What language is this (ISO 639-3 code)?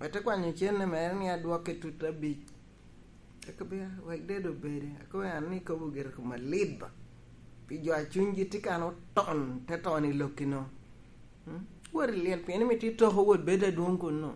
laj